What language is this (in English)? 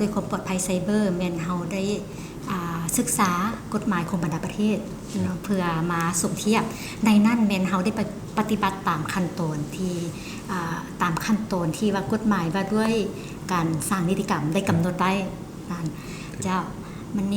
Lao